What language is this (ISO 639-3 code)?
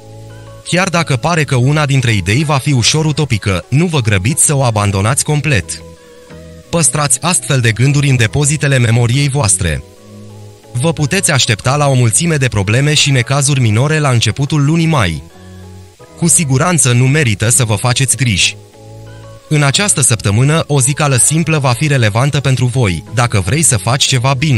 ron